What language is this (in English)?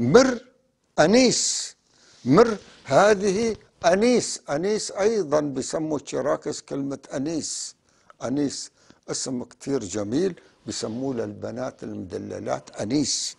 North Levantine Arabic